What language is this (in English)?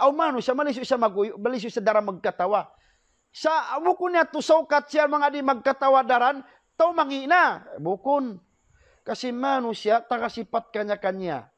Tausug